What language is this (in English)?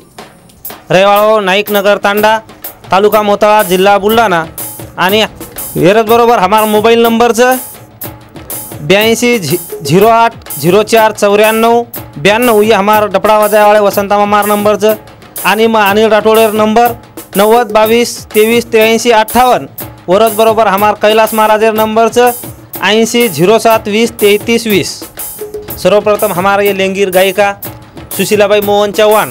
Lambadi